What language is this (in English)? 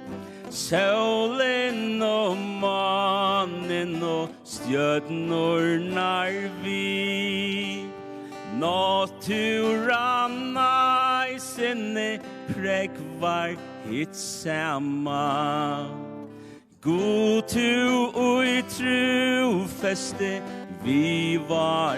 Faroese